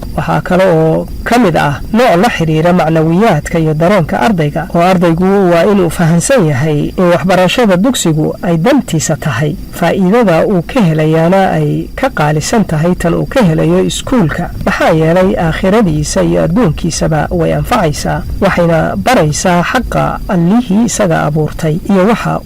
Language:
Somali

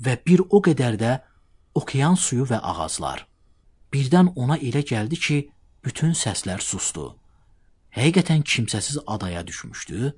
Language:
Azerbaijani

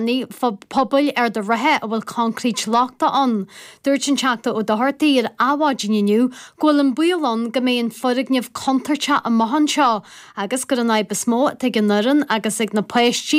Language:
Irish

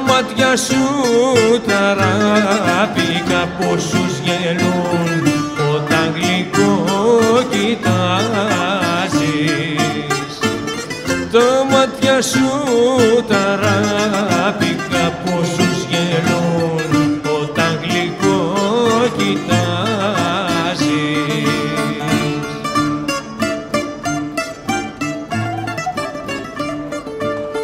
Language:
Greek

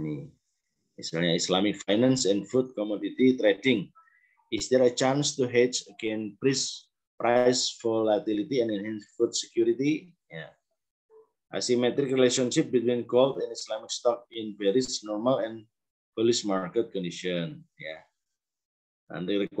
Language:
Indonesian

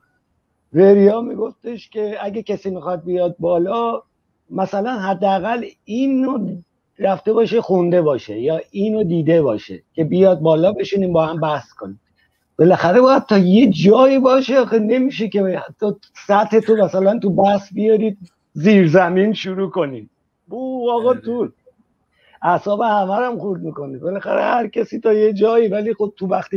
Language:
Persian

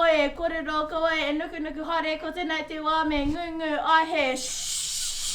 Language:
Māori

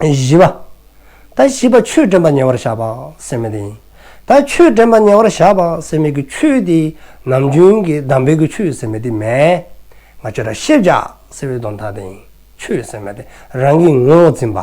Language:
Dzongkha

